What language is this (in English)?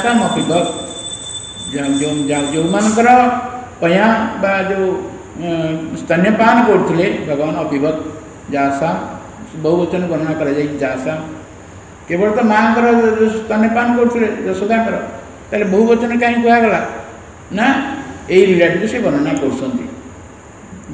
Odia